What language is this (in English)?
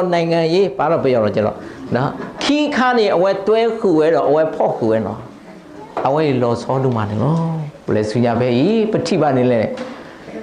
S'gaw Karen